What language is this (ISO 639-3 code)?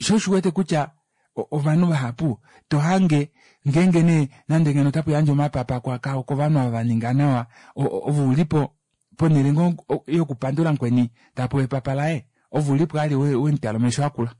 kua